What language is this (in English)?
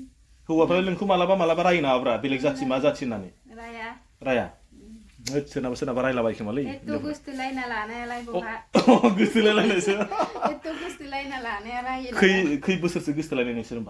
Bodo